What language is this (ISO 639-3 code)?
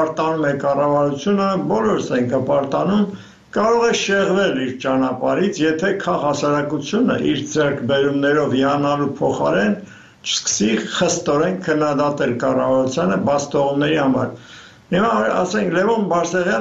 hye